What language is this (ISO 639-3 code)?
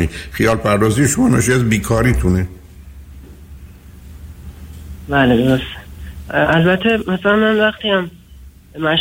fas